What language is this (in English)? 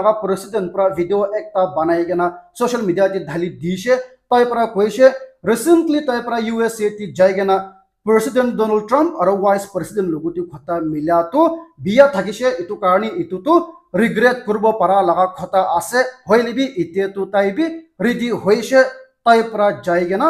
Naga Pidgin